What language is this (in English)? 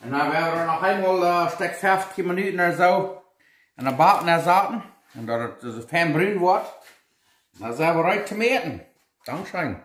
Plautdietsch